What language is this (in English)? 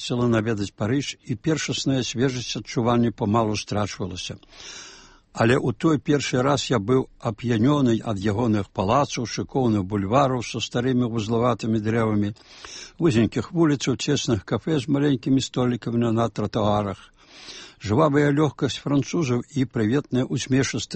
Belarusian